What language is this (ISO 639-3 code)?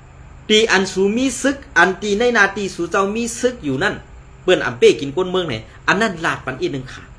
shn